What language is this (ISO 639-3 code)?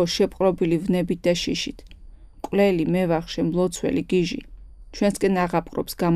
kat